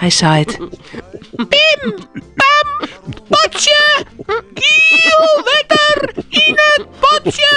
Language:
Western Frisian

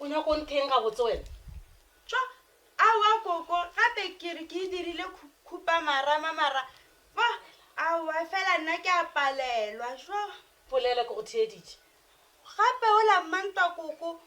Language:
Northern Sotho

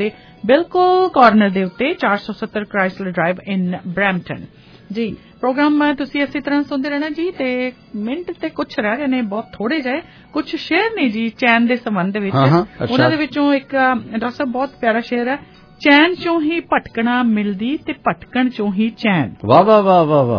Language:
Punjabi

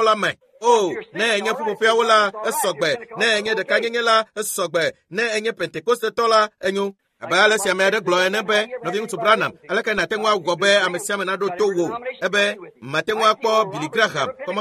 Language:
Ewe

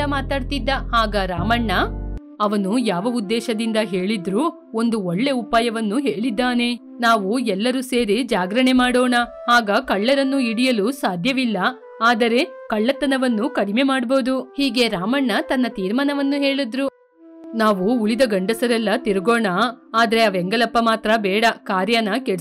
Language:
Kannada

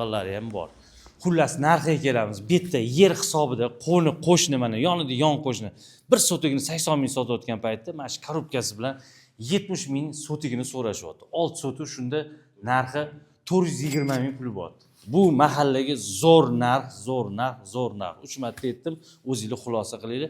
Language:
Uzbek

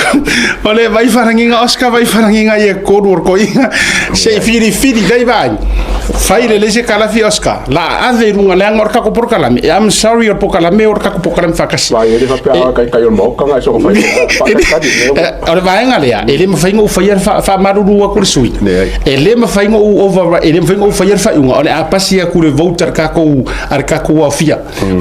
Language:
Samoan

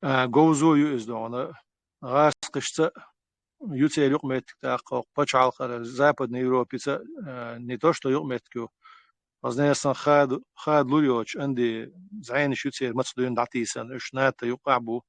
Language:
Chechen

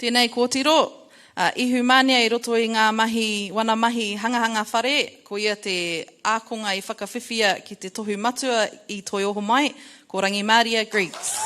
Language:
Māori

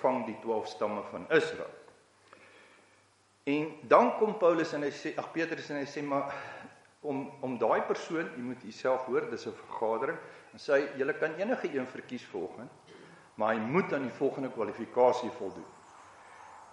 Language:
Afrikaans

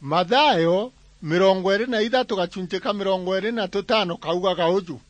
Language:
Meru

